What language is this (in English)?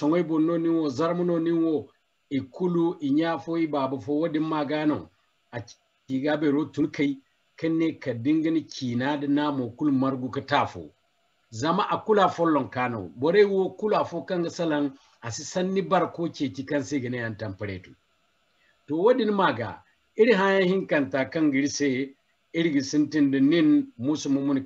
Zarma